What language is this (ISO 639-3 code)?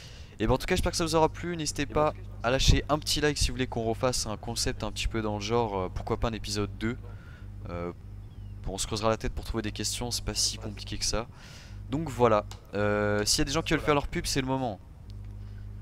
fra